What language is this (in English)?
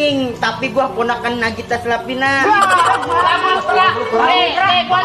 Betawi